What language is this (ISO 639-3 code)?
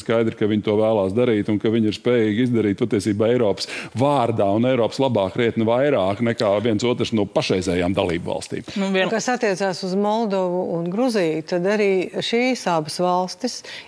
lav